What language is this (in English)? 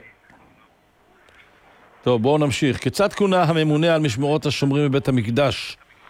Hebrew